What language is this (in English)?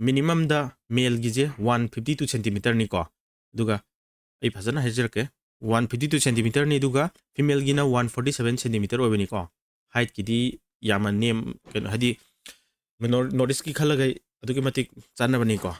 Manipuri